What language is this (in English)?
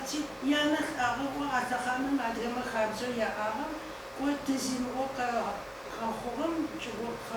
Adyghe